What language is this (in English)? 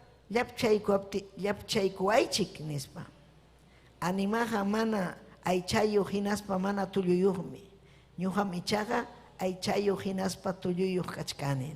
Ayacucho Quechua